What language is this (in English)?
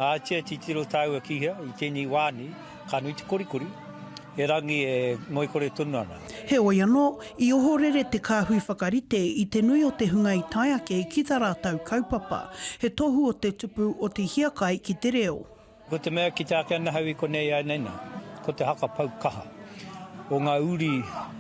Māori